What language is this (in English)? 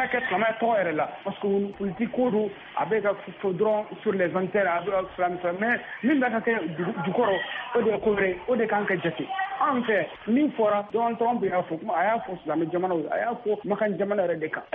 Bambara